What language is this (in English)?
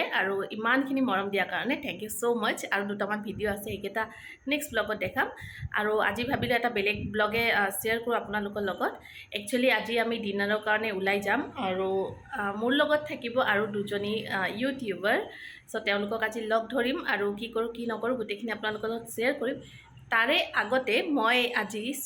Assamese